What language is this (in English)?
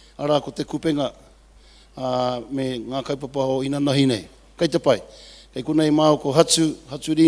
Māori